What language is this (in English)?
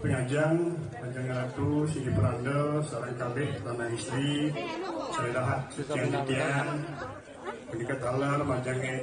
Balinese